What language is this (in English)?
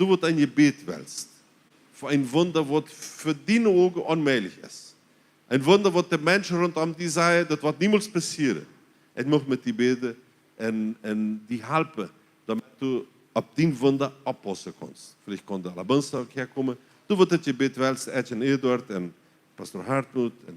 Plautdietsch